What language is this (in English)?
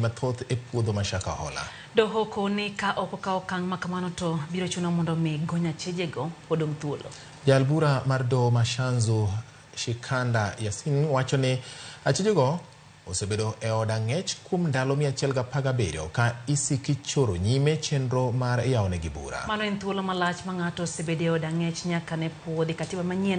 Luo (Kenya and Tanzania)